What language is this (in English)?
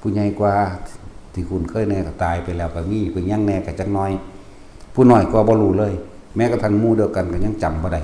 Northeastern Thai